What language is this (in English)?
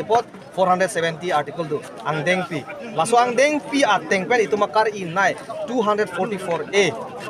Karbi